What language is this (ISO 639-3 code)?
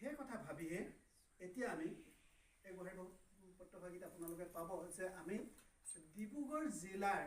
asm